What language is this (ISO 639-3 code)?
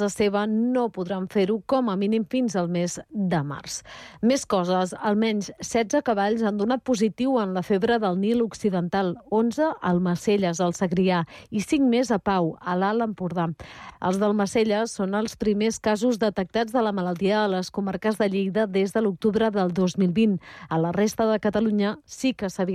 cat